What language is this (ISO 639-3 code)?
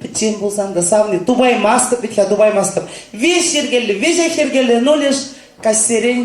chv